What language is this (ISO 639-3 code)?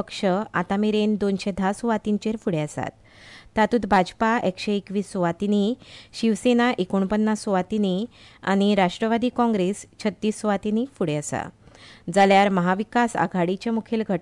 kok